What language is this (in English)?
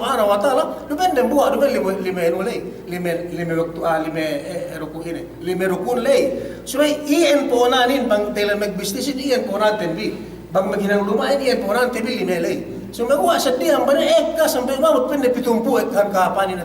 Yakan